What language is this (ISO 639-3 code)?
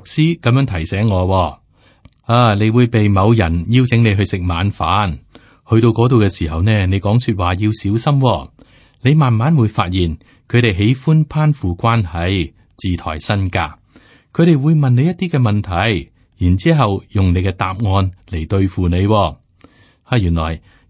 yue